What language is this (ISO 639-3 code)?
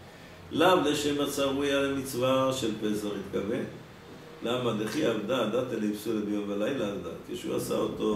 heb